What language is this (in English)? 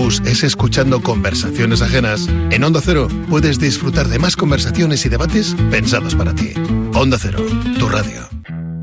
Spanish